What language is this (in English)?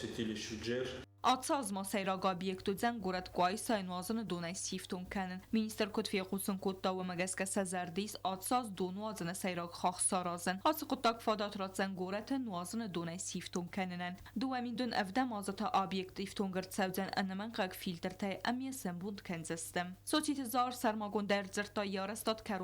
Ossetic